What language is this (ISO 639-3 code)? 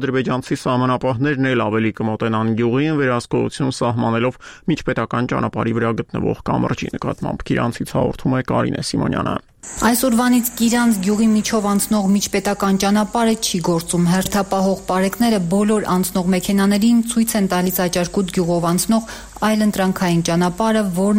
hye